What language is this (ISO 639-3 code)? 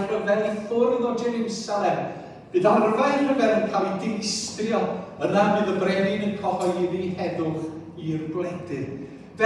cym